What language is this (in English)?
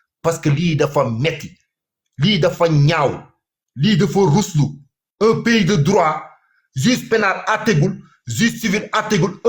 Wolof